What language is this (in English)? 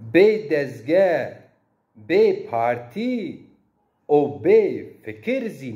Zaza